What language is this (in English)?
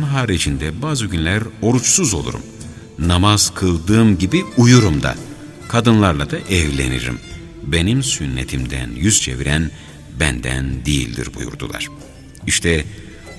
Turkish